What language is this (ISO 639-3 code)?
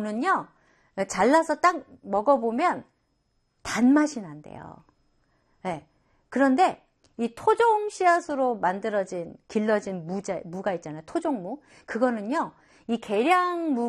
kor